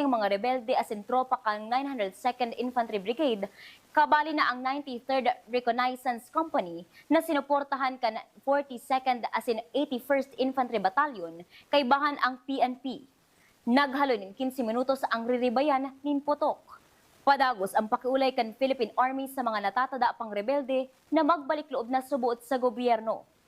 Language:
Bikol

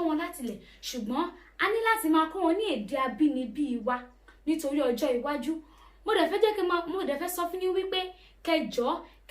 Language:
Yoruba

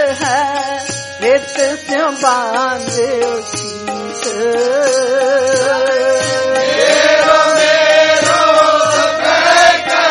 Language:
Punjabi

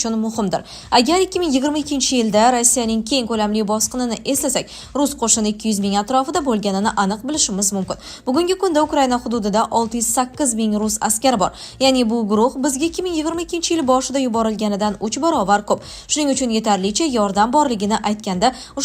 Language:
Uzbek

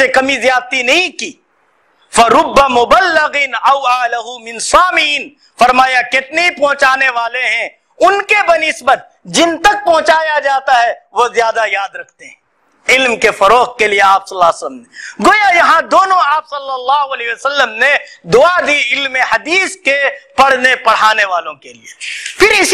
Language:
Urdu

